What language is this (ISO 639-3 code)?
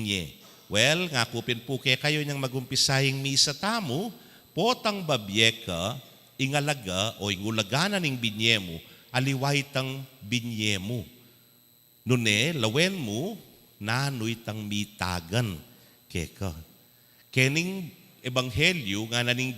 pam